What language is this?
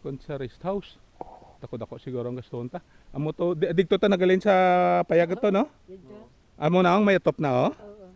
Hiligaynon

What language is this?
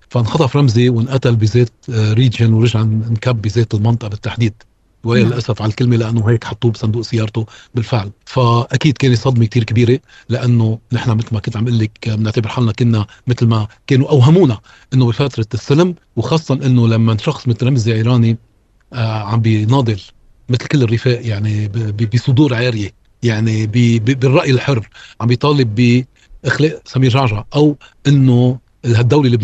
North Levantine Arabic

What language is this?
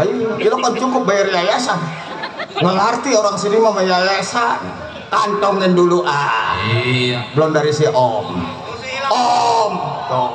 Betawi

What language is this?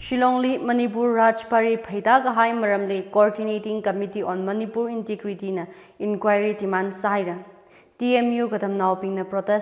Tangkhul Naga (India)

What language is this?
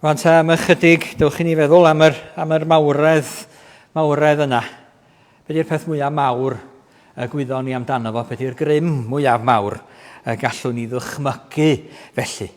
Welsh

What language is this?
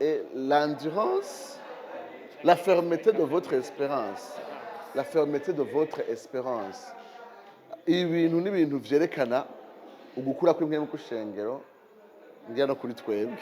Rundi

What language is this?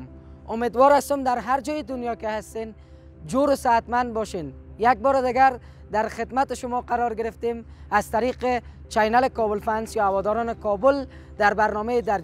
Persian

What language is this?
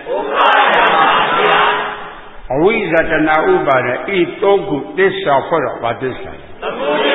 Burmese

